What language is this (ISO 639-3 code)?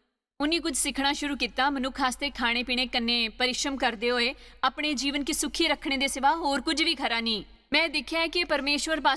doi